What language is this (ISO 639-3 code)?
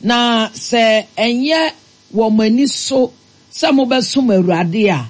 aka